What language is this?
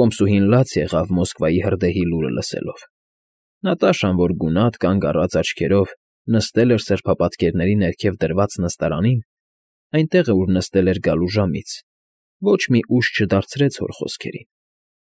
Armenian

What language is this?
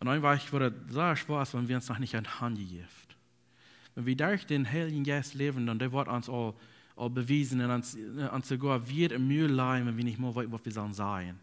Plautdietsch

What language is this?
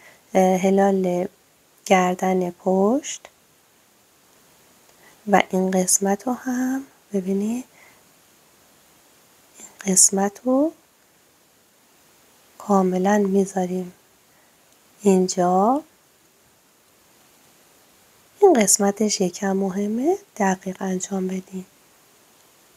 Persian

